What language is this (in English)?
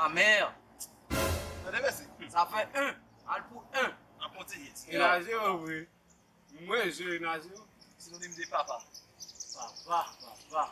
Haitian Creole